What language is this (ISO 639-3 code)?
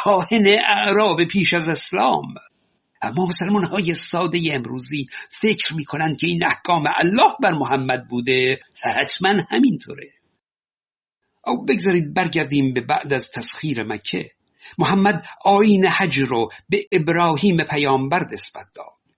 fas